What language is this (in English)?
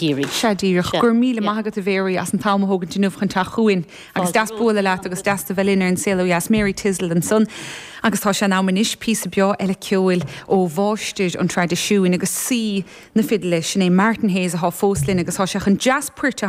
Irish